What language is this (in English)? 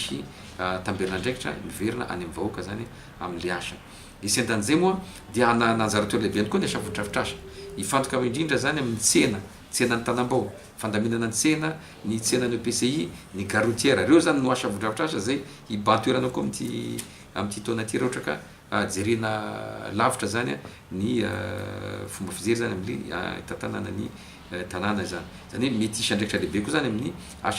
Malagasy